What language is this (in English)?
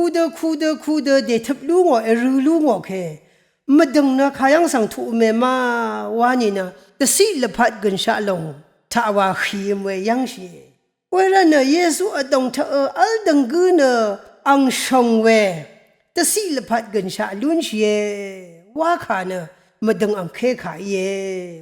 Rawang